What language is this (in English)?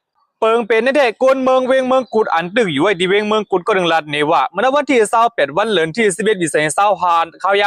Shan